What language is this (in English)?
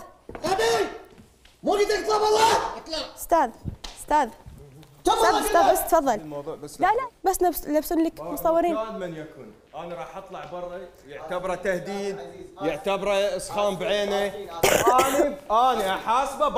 Mesopotamian Arabic